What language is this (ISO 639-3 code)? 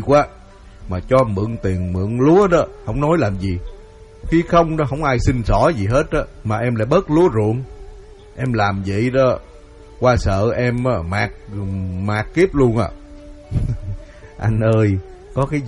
vie